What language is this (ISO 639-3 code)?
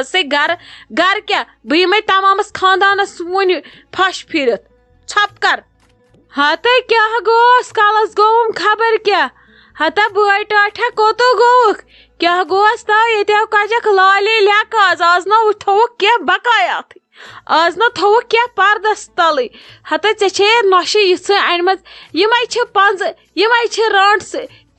kas